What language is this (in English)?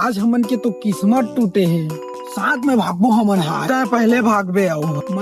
Chhattisgarhi